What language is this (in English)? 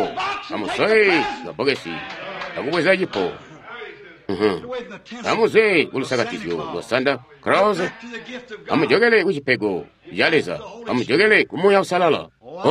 Tonga (Zambia)